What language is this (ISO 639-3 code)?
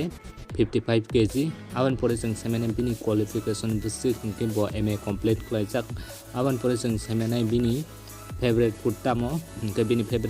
trp